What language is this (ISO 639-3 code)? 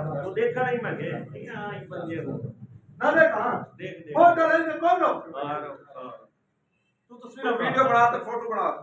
skr